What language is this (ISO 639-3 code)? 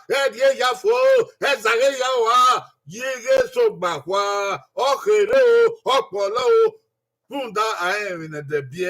bin